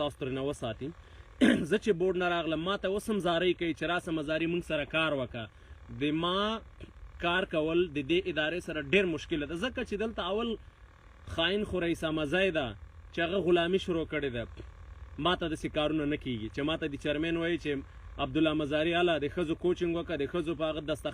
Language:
Pashto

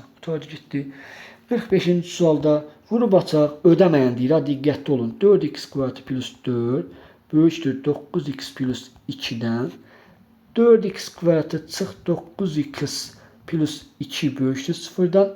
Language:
Azerbaijani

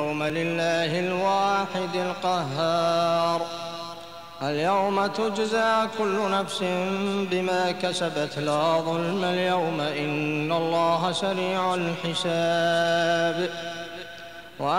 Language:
Arabic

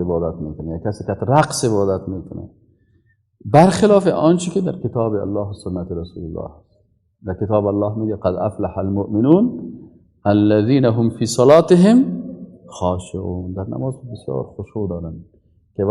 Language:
Persian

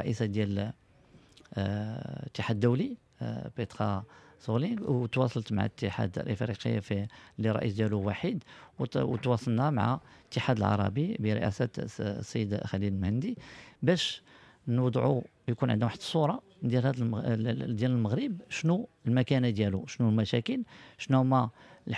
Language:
Moroccan Arabic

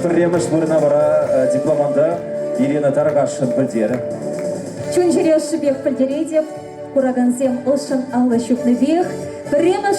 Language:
Chuvash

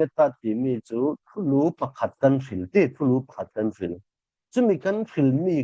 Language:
Falam Chin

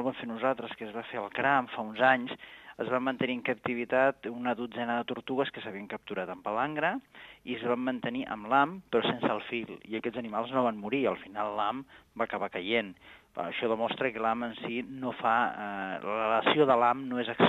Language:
Catalan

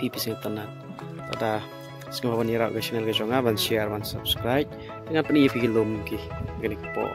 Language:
Khasi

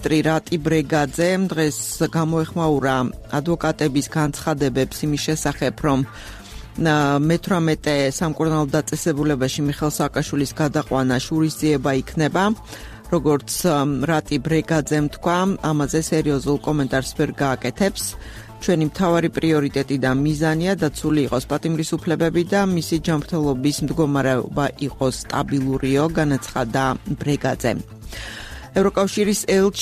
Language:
Georgian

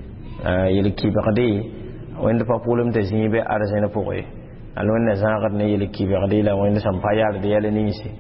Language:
Mossi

